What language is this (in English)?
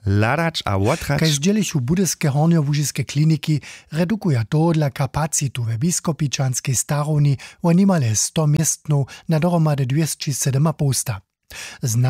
Upper Sorbian